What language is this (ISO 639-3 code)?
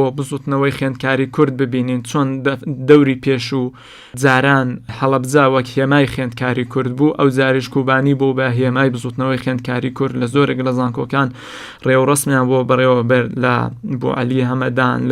ckb